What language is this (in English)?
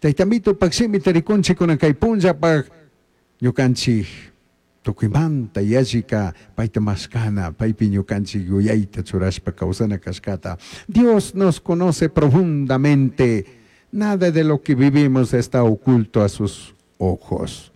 Chimborazo Highland Quichua